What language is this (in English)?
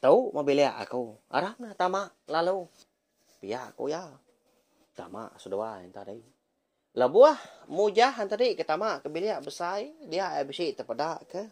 Iban